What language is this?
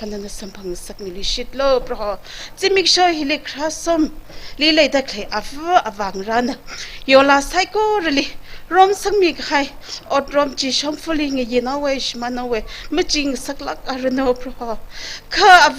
Tangkhul Naga (India)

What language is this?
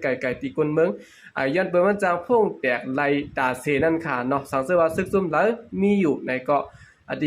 Shan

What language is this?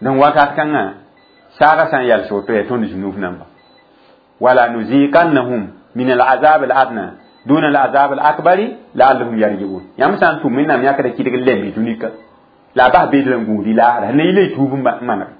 Mossi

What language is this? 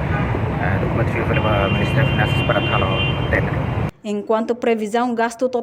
Tetum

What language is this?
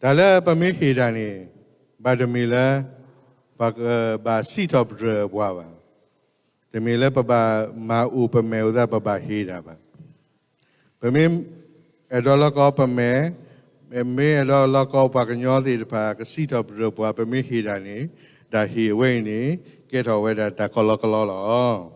S'gaw Karen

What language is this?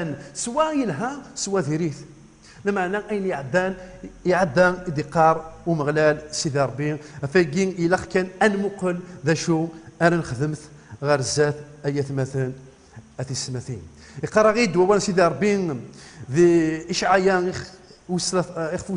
Kabyle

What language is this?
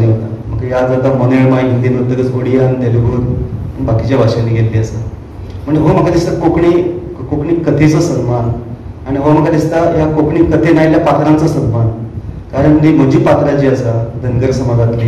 Konkani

